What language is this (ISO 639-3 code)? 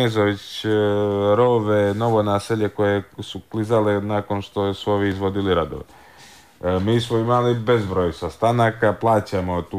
hrv